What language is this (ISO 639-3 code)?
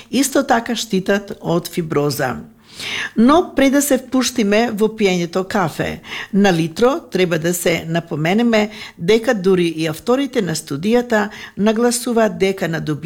mkd